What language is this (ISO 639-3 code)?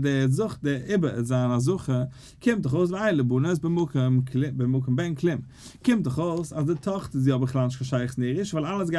yid